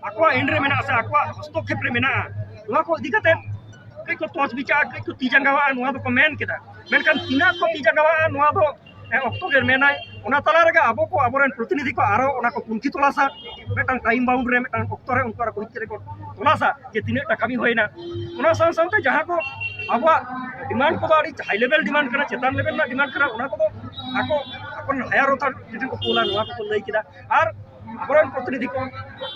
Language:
Santali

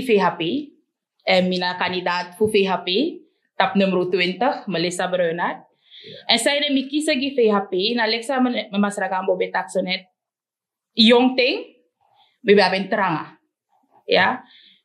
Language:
Sranan Tongo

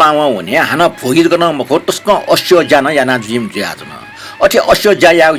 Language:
Newari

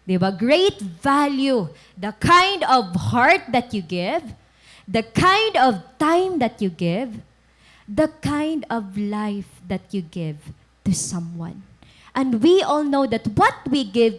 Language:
Waray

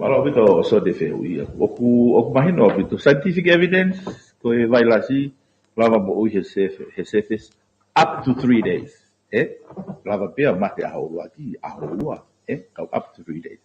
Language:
Tongan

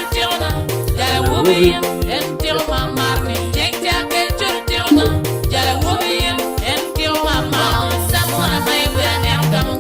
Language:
Acoli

